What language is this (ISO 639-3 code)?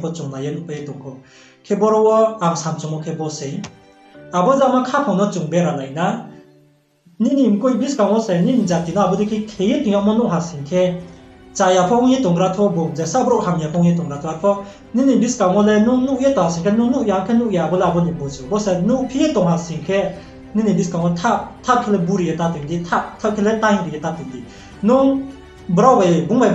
ria